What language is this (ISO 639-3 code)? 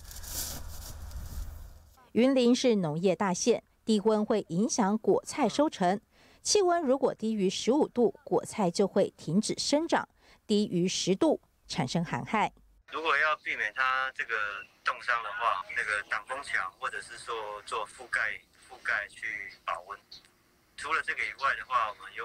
zho